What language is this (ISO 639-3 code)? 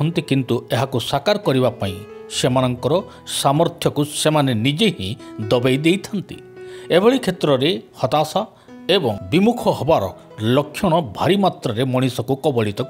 ori